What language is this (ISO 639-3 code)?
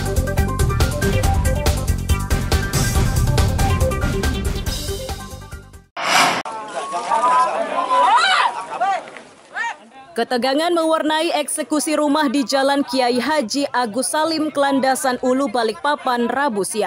ind